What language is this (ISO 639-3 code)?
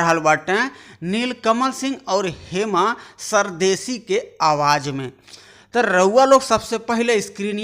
bho